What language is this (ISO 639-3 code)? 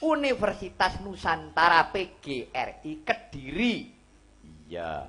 jav